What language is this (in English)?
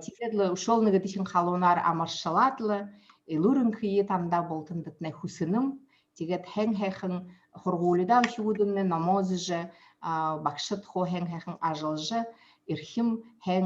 Buriat